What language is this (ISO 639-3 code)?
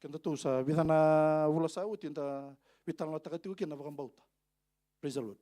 fij